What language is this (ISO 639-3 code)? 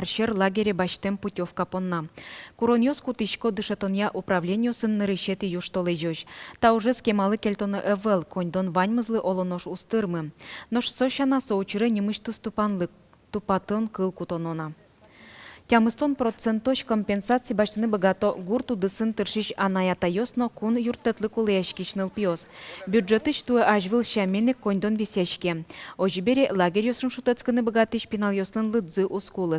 udm